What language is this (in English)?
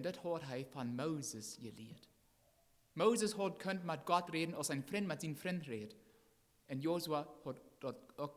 Plautdietsch